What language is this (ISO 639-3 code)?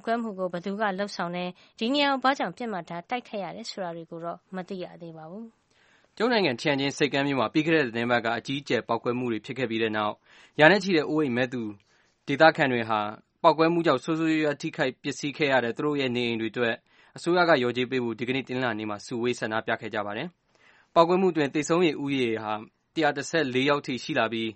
mya